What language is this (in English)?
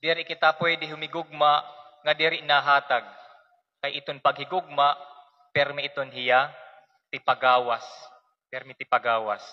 Waray